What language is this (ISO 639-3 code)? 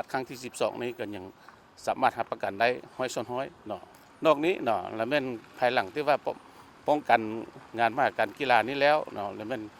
lao